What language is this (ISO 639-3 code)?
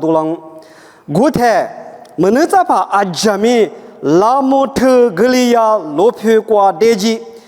lis